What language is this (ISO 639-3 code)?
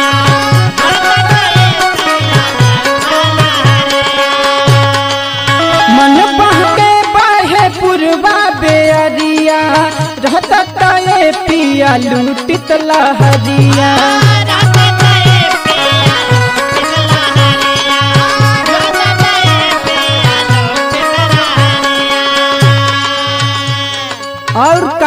bho